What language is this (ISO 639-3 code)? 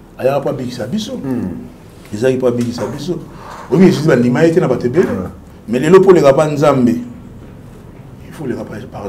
lin